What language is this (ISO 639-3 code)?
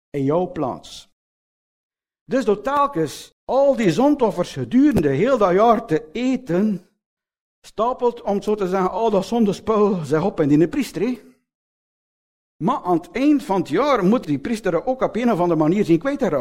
nld